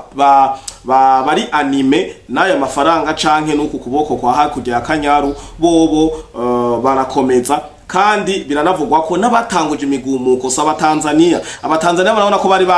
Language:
Rundi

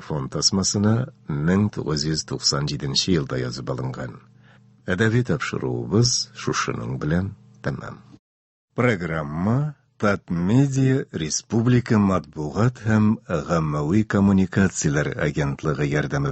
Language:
Tatar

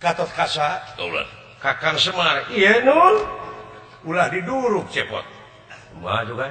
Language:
Sundanese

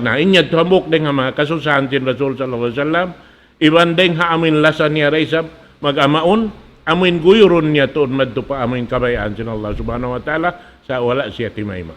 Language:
Tausug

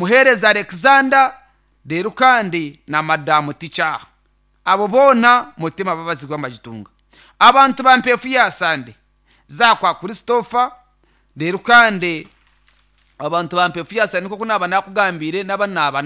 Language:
Nyankole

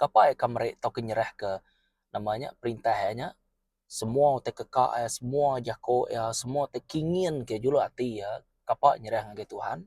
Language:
Iban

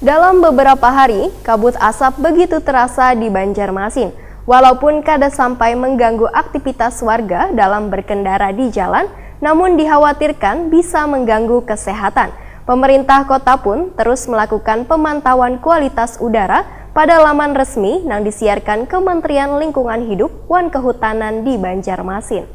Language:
Banjar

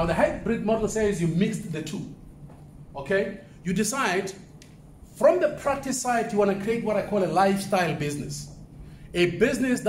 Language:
English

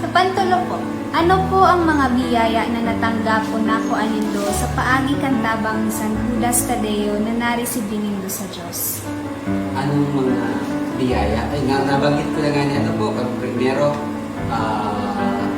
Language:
Bikol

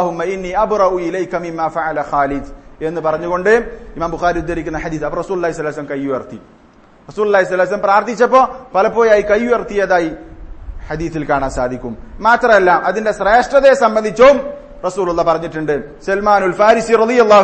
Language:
Malayalam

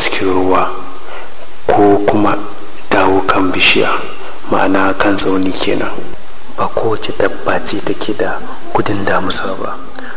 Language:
Hausa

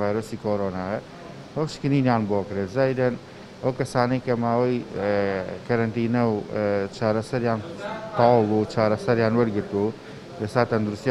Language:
Central Kurdish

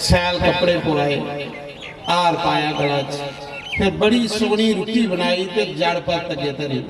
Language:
Dogri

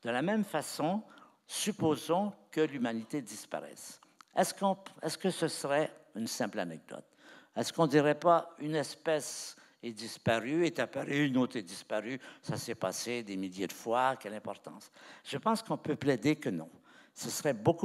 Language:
French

